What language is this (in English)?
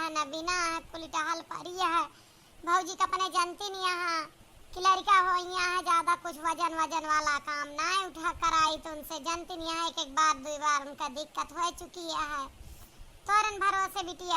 Awadhi